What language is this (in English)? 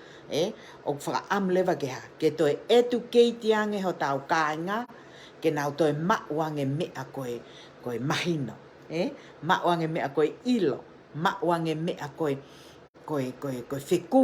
Tongan